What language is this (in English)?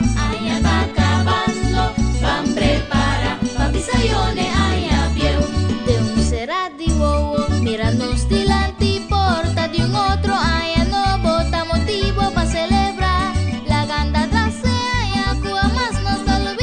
Papiamento